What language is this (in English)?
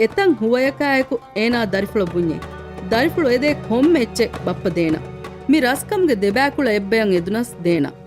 Divehi